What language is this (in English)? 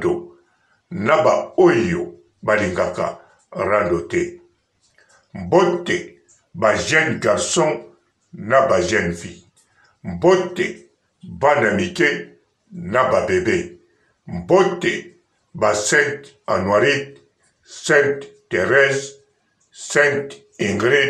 Lingala